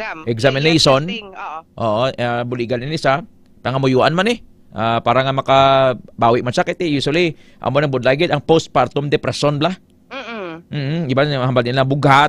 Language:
Hiligaynon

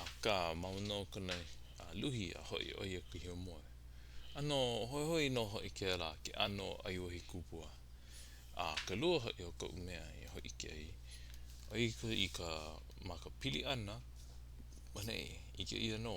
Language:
Hawaiian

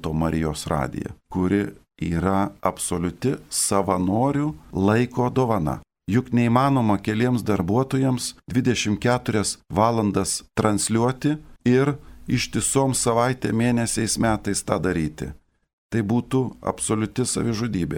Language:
Lithuanian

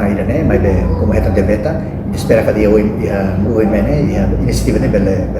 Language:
Tetum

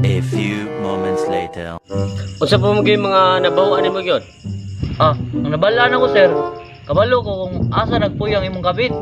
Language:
Cebuano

